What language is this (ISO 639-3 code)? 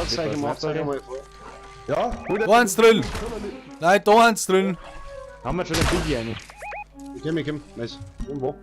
bar